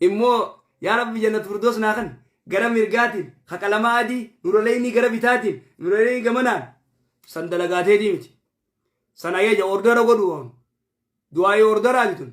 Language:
Oromo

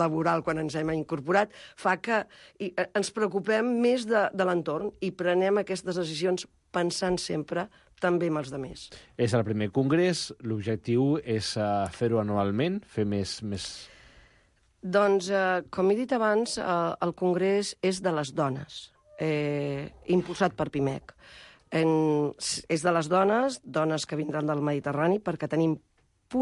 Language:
Catalan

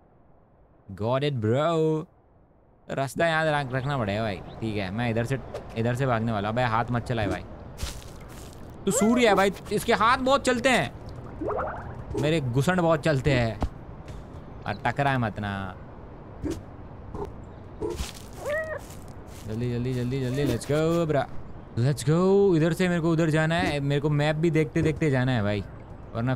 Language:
Hindi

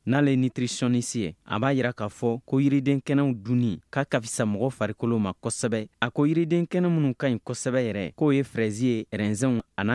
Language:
Bambara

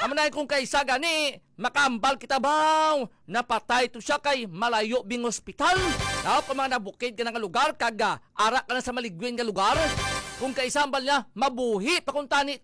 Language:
Hiligaynon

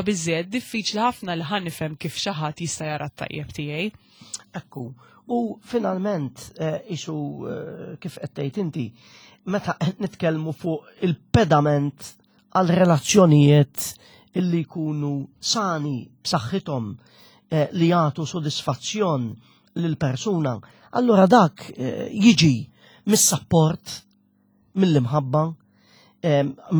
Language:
Maltese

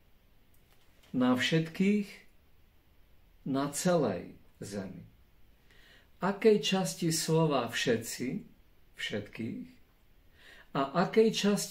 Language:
Slovak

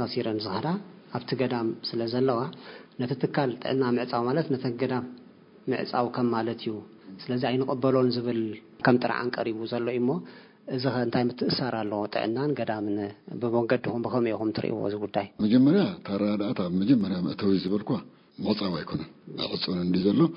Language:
Tigrinya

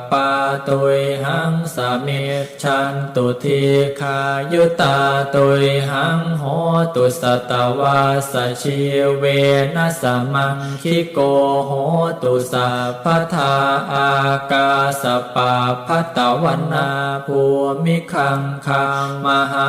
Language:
Pali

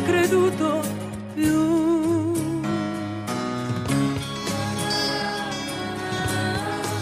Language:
Italian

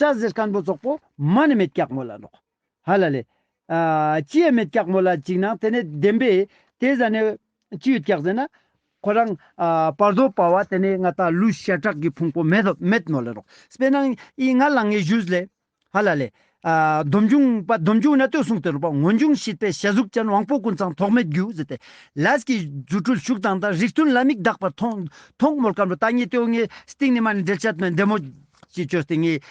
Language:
Ladakhi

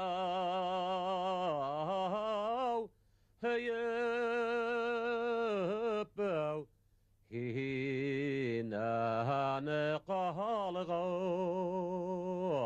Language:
Bashkir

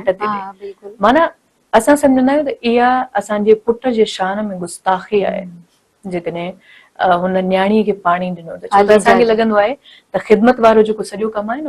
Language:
Sindhi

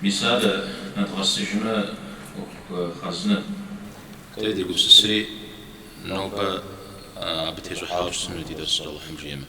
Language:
Kabardian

